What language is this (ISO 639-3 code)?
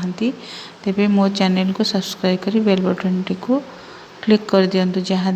ori